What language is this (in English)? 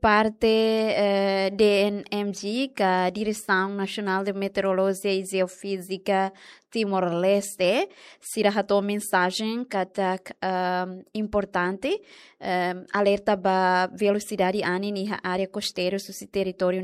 Tetum